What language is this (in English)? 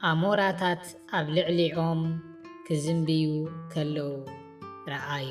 Tigrinya